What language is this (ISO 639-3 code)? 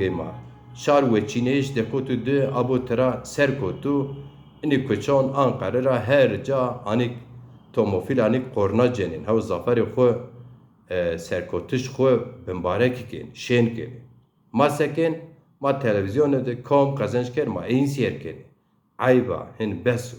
zza